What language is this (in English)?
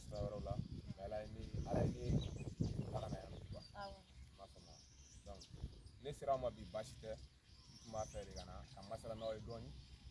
Bambara